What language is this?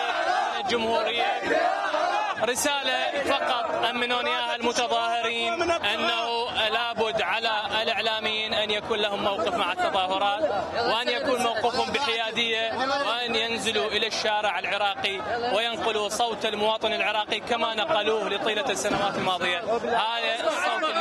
Mesopotamian Arabic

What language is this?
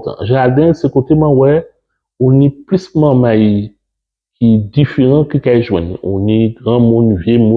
Guadeloupean Creole French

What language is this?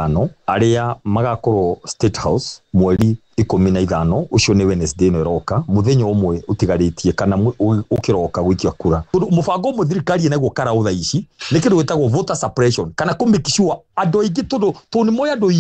Kikuyu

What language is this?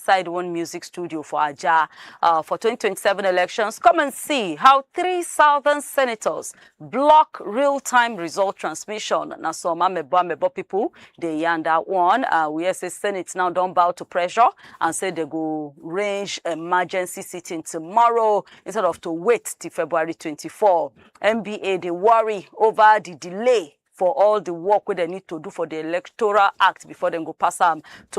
Nigerian Pidgin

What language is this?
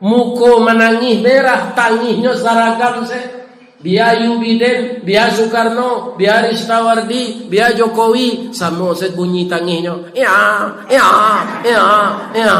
Minangkabau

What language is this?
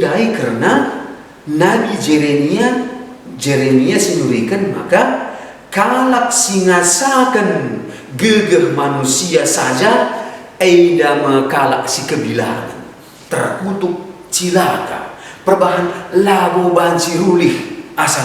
Batak Karo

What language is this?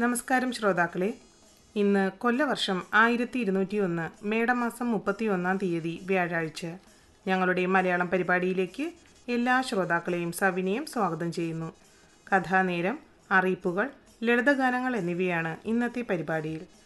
Malayalam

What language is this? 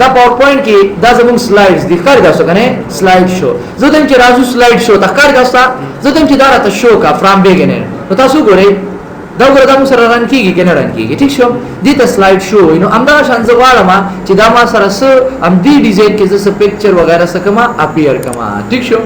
Pashto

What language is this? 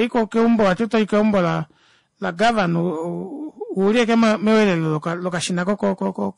Kuanyama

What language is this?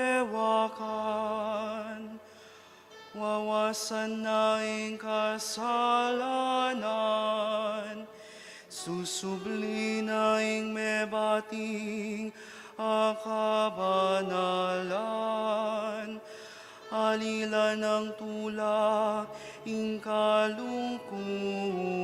Pampanga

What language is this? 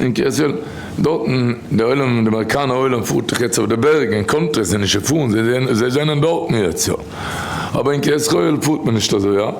Yiddish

